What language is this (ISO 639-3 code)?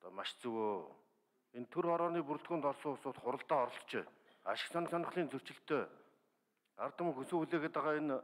mon